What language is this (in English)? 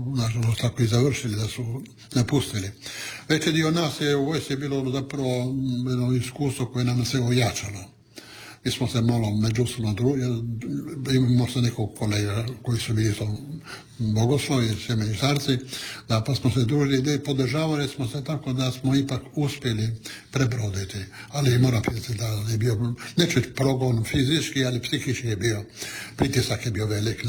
Croatian